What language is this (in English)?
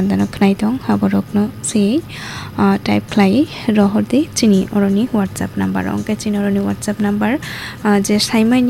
Kok Borok